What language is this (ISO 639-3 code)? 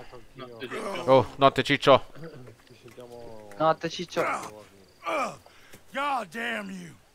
ita